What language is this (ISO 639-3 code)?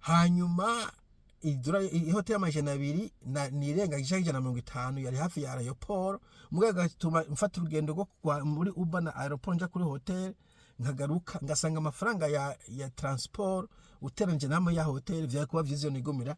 run